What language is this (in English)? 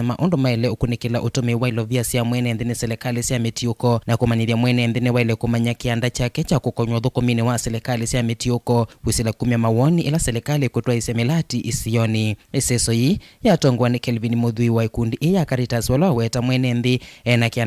Kamba